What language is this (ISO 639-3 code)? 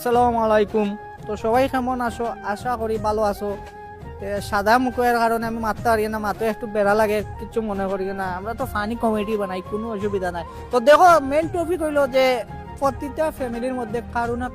syl